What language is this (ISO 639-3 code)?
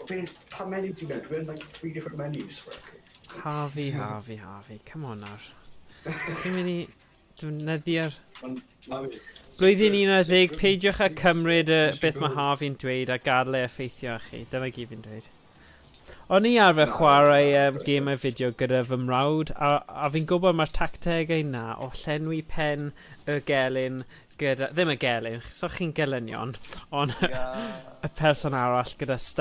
cym